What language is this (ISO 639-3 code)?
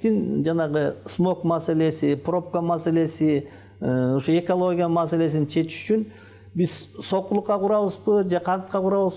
kir